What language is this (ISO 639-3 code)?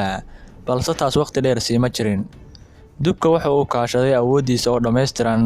som